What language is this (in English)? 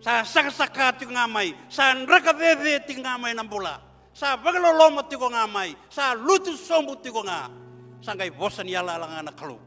Fijian